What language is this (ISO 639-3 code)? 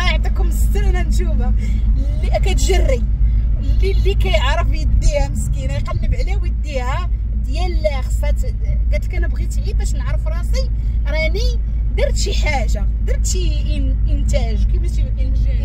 ary